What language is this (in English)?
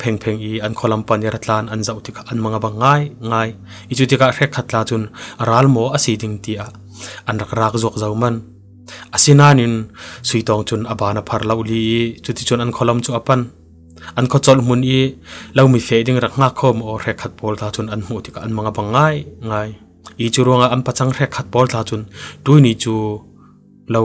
Falam Chin